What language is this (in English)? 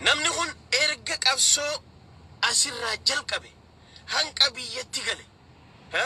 Oromo